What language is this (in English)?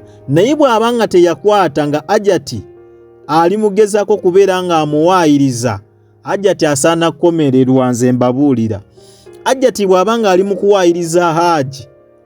Ganda